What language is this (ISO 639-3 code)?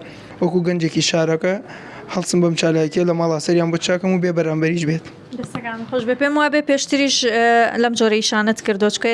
ckb